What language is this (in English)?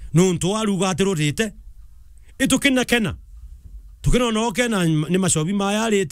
Meru